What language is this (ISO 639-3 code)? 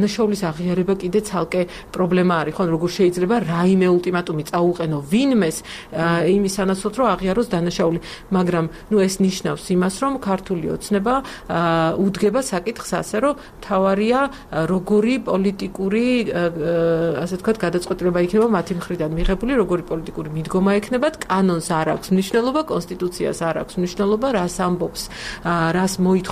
kat